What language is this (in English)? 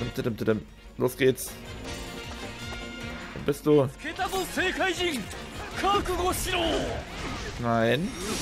German